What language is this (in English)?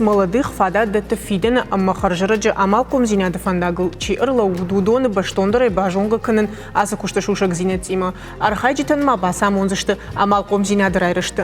Ossetic